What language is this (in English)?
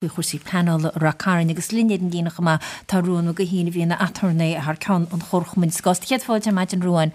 Irish